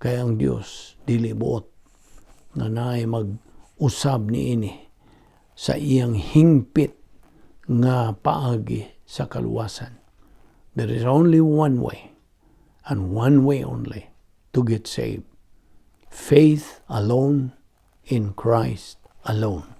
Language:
Cebuano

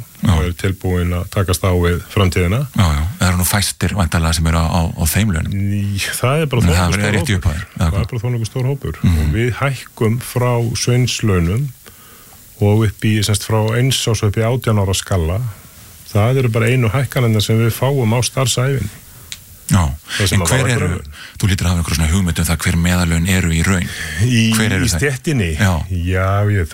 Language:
Icelandic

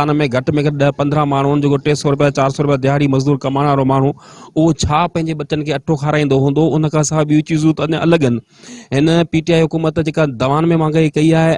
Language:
Sindhi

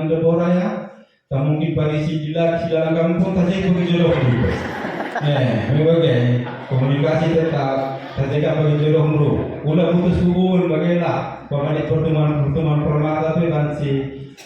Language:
Batak Karo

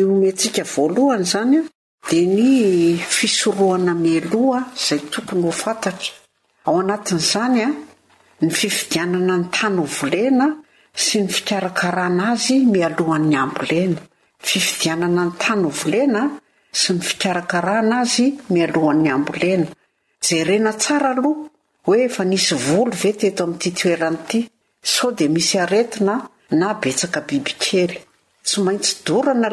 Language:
Malagasy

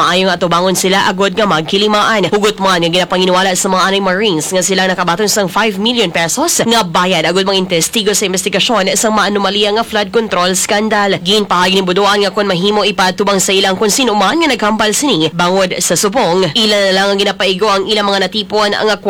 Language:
Hiligaynon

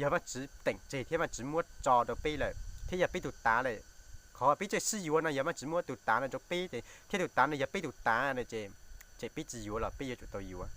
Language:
Hmong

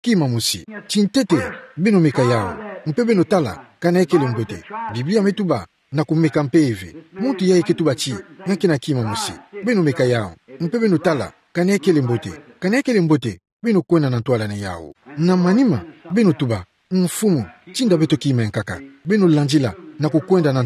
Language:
Kituba (Democratic Republic of Congo)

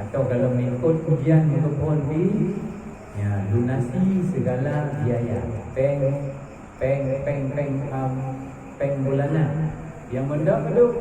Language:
Achinese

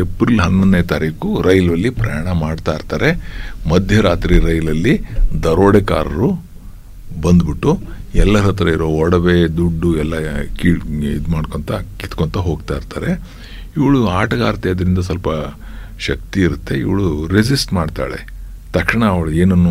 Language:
Kannada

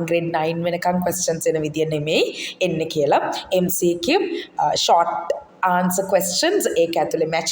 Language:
Sinhala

